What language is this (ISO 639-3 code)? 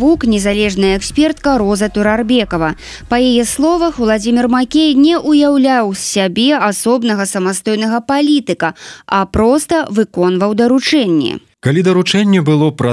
bel